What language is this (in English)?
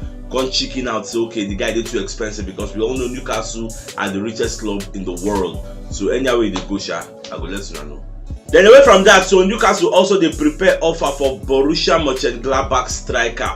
Nigerian Pidgin